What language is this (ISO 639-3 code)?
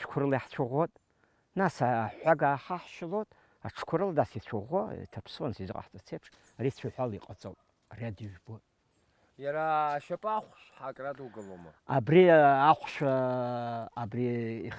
abk